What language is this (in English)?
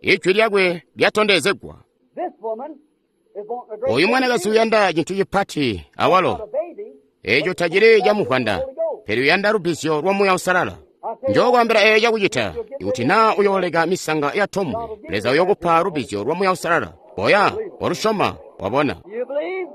Tonga (Zambia)